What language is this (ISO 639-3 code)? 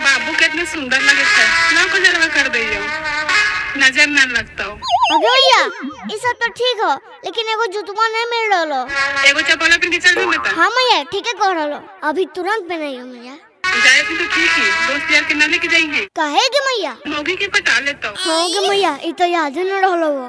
mag